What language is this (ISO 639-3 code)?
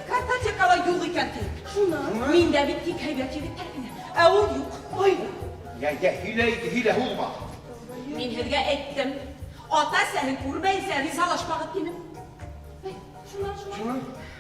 bak